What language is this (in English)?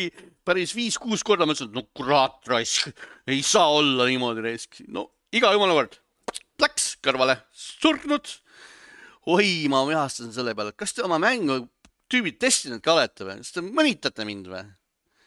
Estonian